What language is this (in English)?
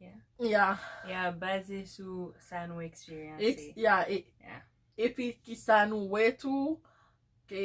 Haitian Creole